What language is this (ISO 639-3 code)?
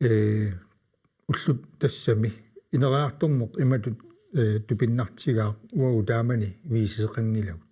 kal